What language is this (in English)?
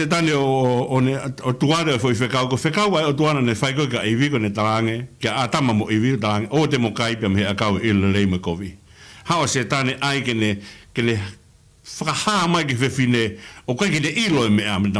Tongan